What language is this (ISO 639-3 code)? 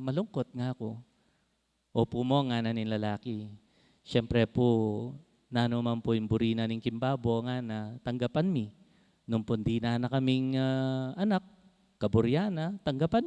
pam